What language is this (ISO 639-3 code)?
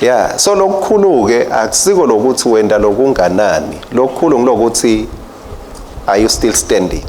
ssw